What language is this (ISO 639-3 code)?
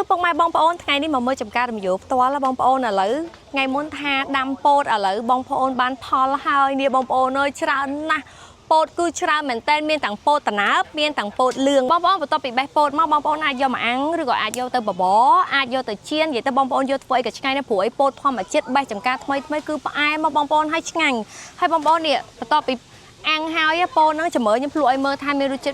khm